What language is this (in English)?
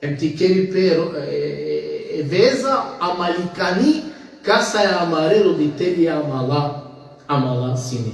Balkan Romani